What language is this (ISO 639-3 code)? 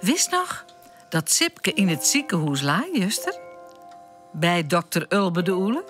fry